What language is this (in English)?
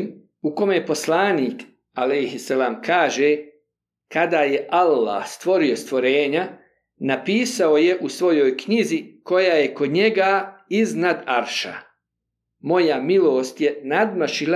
Bosnian